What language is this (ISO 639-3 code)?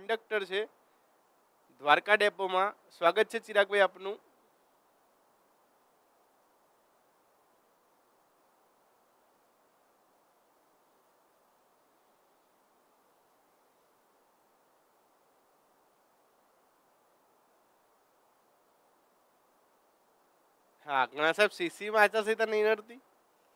guj